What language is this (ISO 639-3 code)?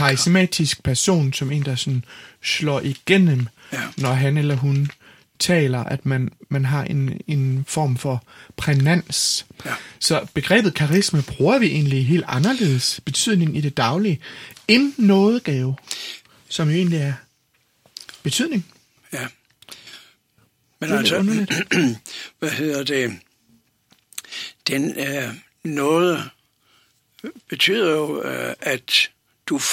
dan